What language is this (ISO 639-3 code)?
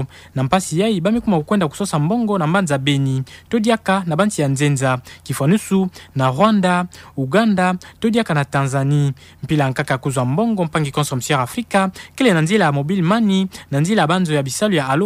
ktu